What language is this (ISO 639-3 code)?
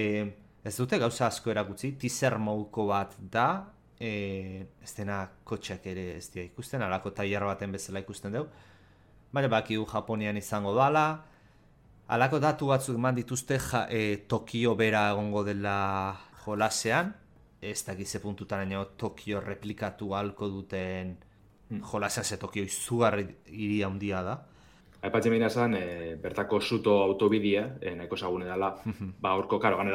eus